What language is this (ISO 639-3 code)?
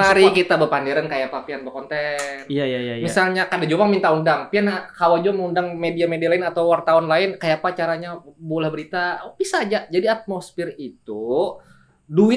bjn